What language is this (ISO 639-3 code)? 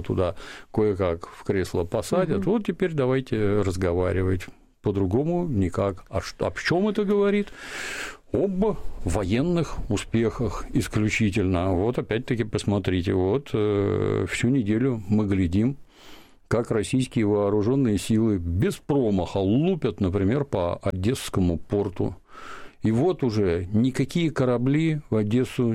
rus